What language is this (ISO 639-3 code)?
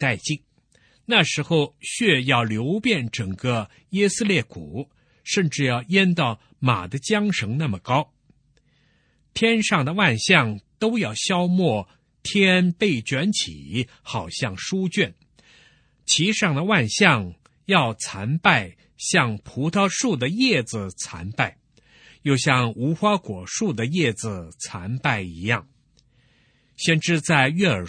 zho